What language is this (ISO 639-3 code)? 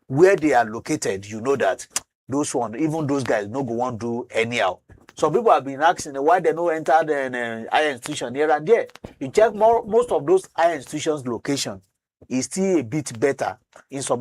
pcm